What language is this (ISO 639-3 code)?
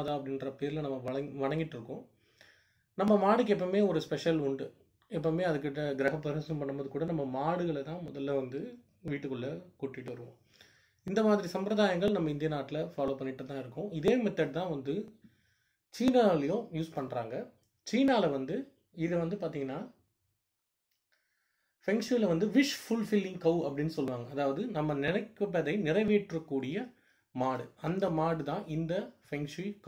tam